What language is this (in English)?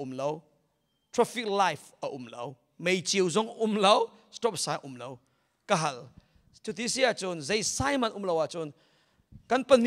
Hakha Chin